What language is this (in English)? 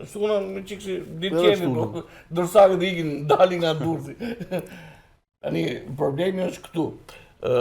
Albanian